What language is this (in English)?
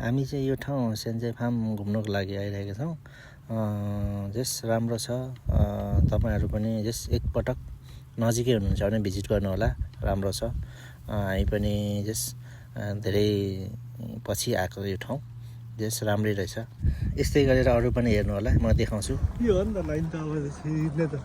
Nepali